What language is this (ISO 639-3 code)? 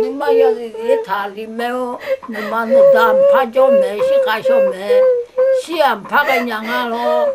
ahk